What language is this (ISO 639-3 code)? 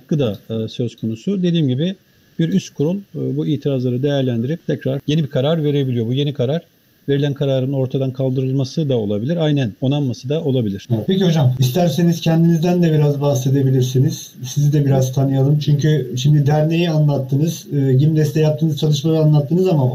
tur